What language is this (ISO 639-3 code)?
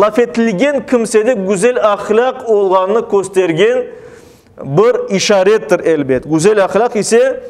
crh